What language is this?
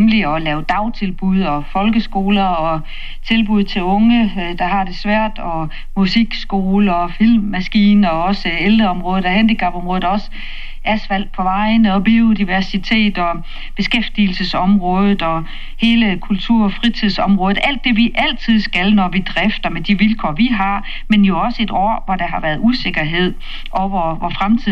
Danish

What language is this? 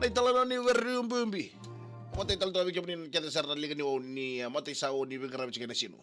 Fijian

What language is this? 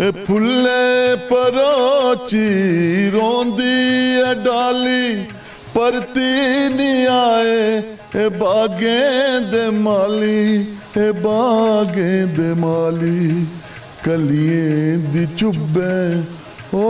Dogri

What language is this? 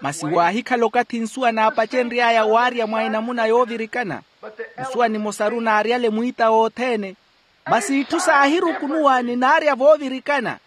Makhuwa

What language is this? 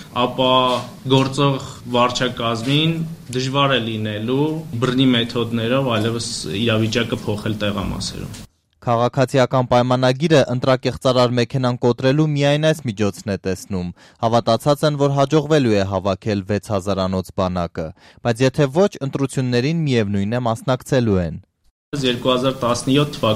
Armenian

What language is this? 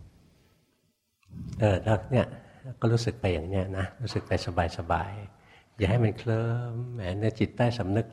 Thai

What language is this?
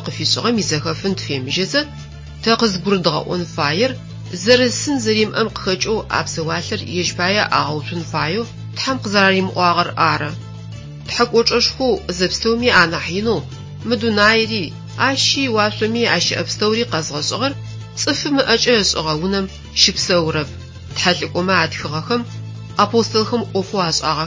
Adyghe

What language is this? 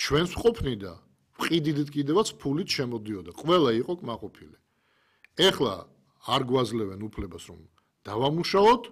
Georgian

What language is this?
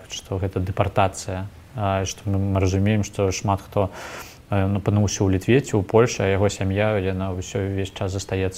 Belarusian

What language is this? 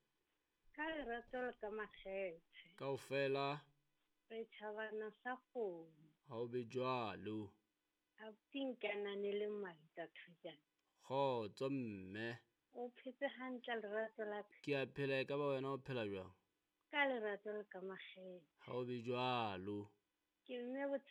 Southern Sotho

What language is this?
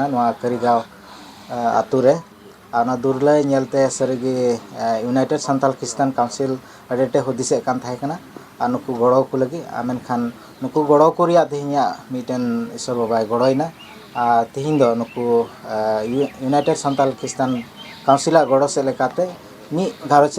Santali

